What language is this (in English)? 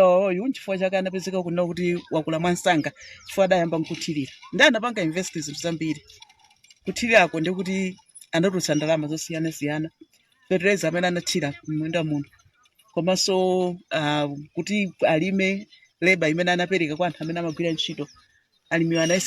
Nyanja